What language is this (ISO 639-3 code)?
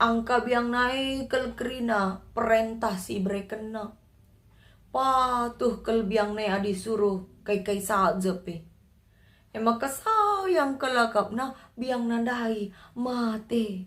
btx